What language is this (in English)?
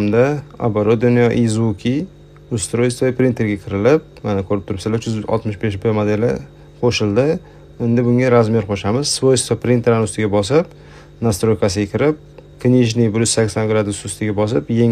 Uzbek